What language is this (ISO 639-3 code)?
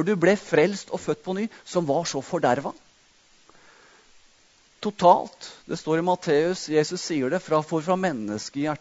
nor